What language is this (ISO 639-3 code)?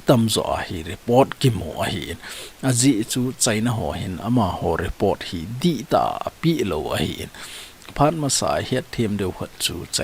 tcz